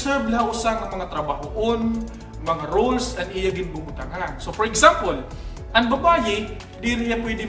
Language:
Waray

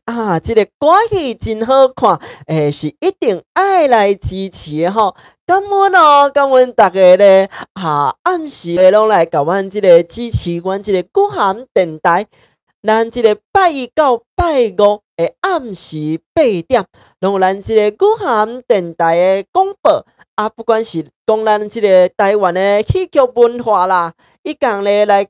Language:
Min Nan Chinese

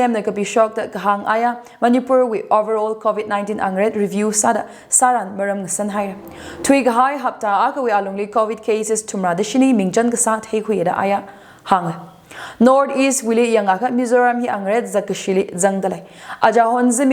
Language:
Tangkhul Naga (India)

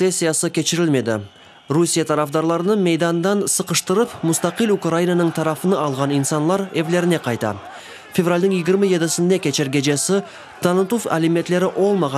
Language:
Crimean Tatar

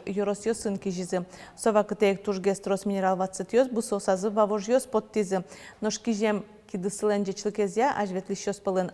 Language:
Udmurt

